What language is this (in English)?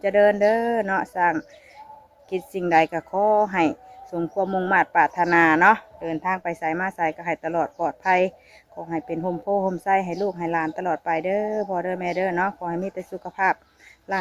Northeastern Thai